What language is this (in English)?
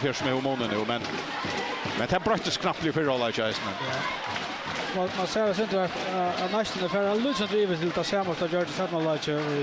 Faroese